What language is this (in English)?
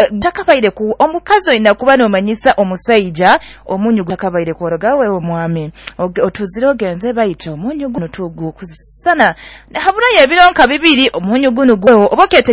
Nyoro